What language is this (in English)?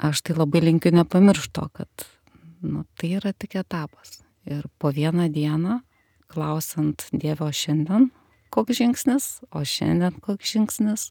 Lithuanian